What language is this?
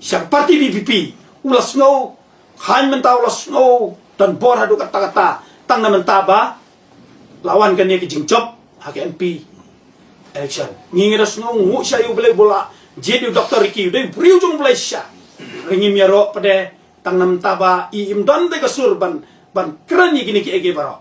Khasi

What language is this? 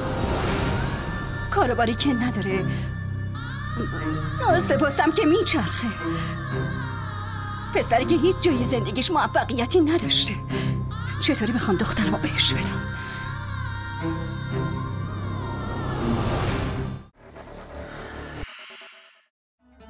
Persian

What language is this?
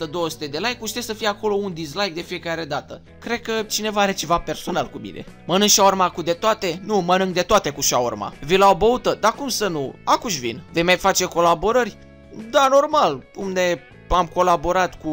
Romanian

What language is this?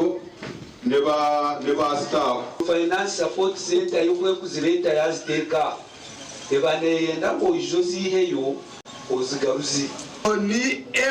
Nyankole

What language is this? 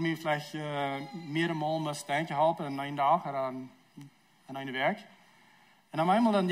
Plautdietsch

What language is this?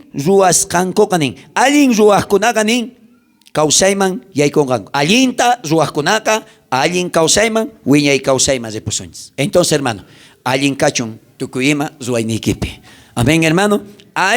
South Bolivian Quechua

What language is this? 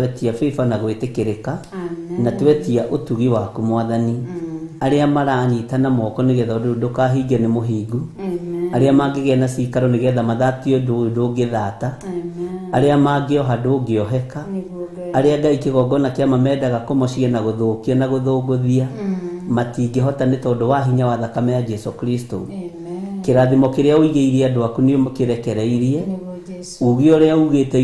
Kikuyu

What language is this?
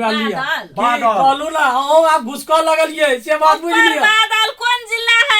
Maithili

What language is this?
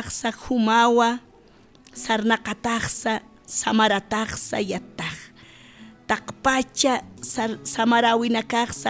Aymara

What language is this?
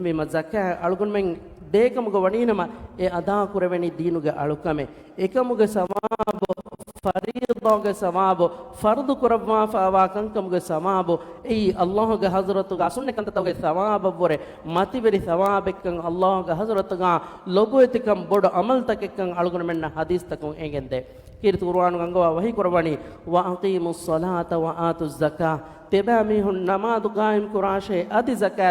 Divehi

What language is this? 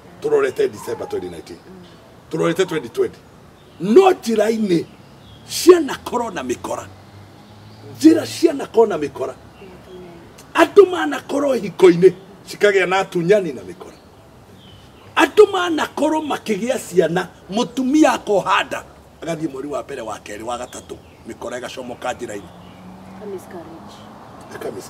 Kikuyu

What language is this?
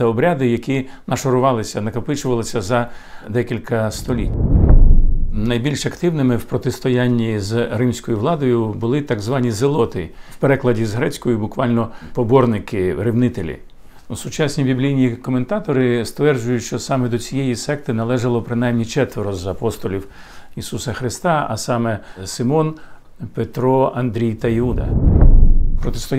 Ukrainian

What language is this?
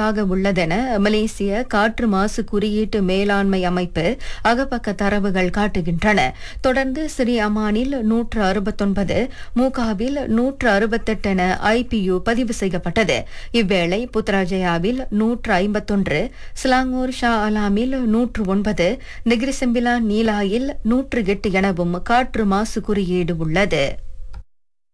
Tamil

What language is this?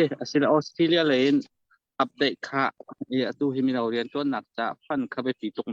Hakha Chin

